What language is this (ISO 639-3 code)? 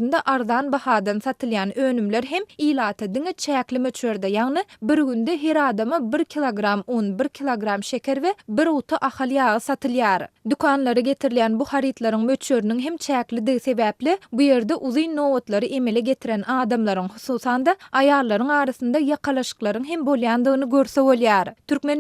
tuk